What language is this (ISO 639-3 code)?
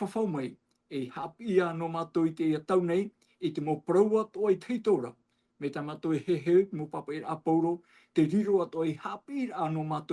tah